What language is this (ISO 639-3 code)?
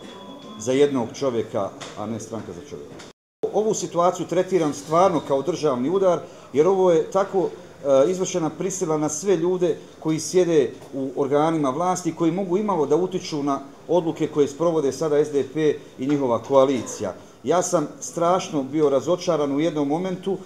bos